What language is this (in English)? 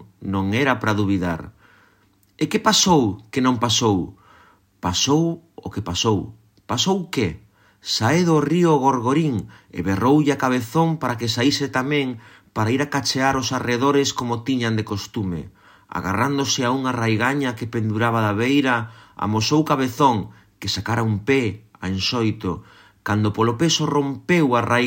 Galician